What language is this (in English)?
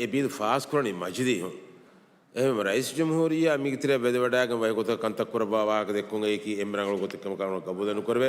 Divehi